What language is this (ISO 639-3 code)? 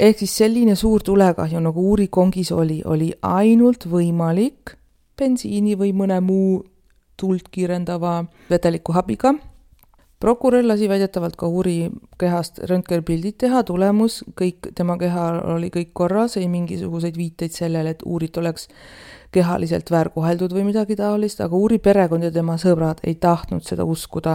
est